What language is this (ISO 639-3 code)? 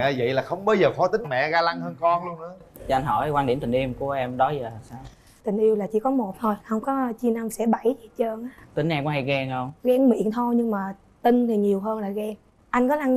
vie